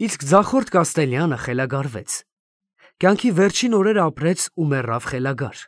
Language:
Armenian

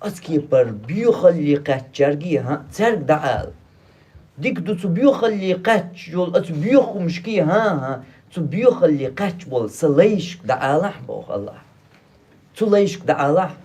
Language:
Chechen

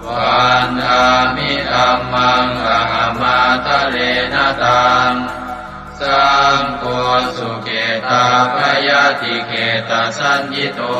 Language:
Pali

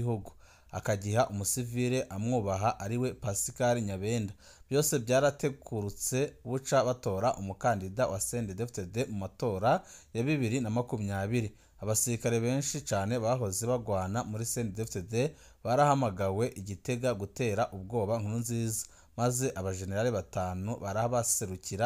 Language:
Rundi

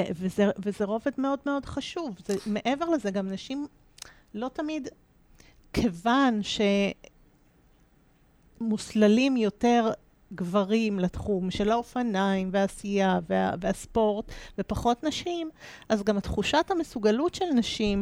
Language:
Hebrew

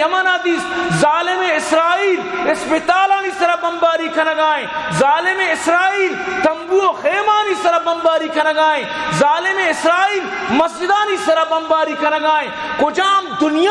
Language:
Eastern Balochi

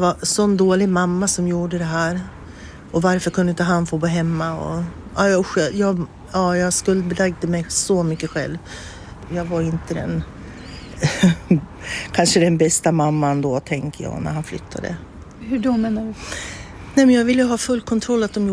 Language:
Swedish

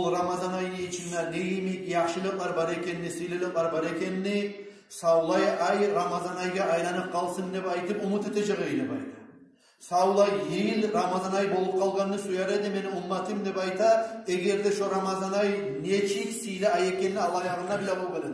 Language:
Kumyk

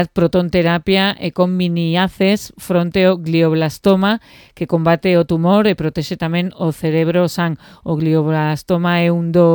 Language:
Galician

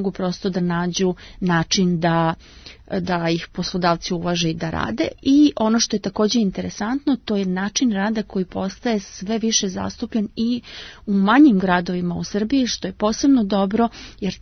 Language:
Serbian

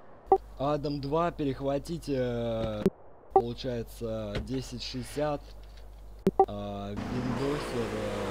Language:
Russian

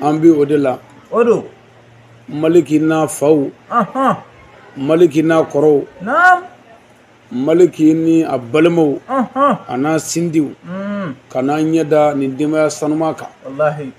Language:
Bambara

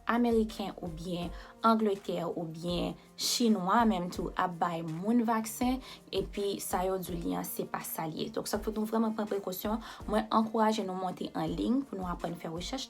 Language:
Haitian Creole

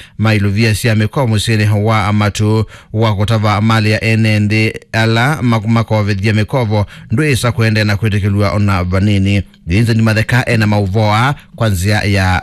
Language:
Kamba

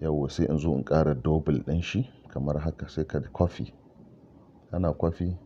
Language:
Hausa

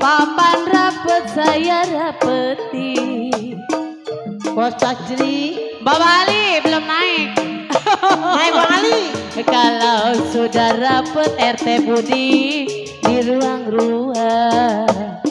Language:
Betawi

